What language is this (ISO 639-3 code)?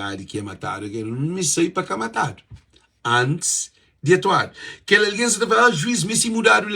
kea